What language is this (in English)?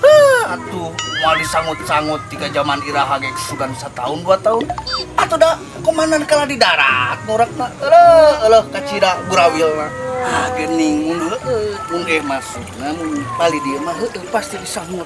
Sundanese